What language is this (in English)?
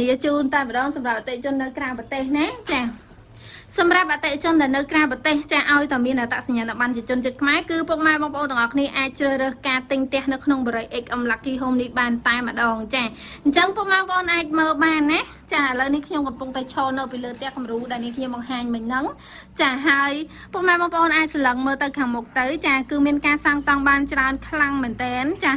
Khmer